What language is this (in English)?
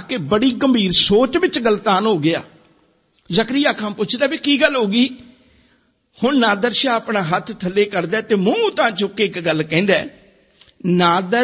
Punjabi